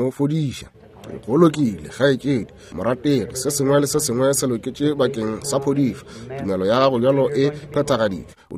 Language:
Northern Sotho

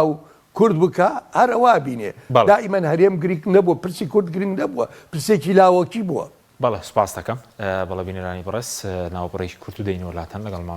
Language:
Central Kurdish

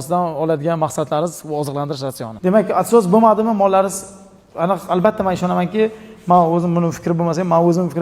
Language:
Uzbek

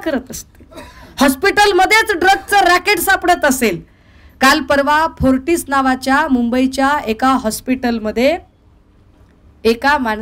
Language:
Marathi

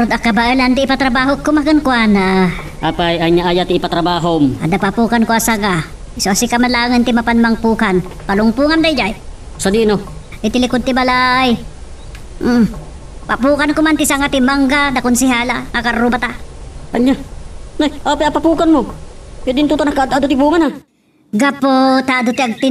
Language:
Iloko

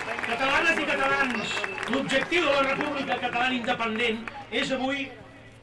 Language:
Catalan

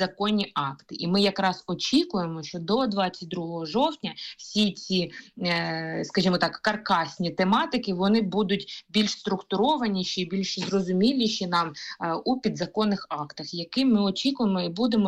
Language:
Ukrainian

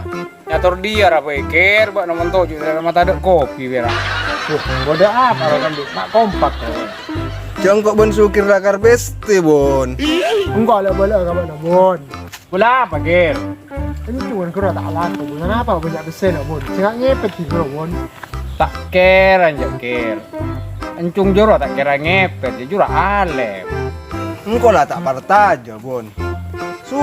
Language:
Madurese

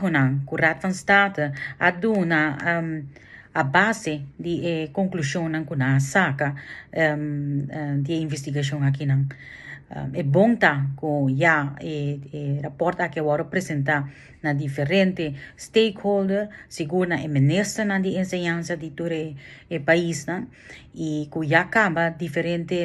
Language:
Papiamento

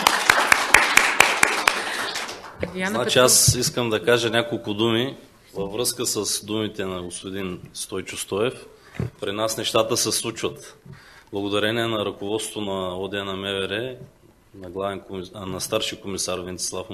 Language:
Bulgarian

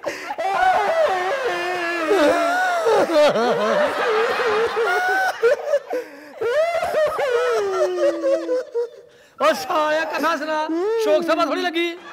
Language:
Punjabi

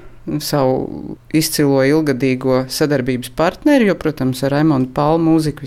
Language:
Latvian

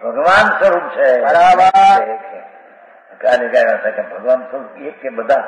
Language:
Gujarati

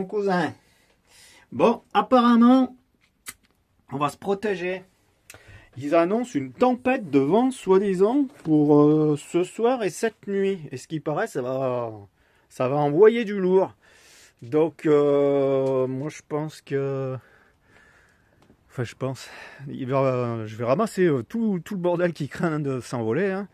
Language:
French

